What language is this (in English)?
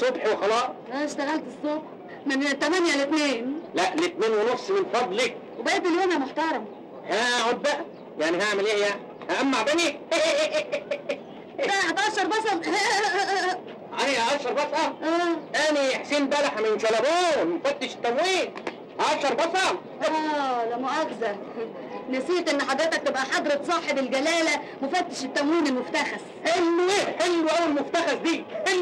Egyptian Arabic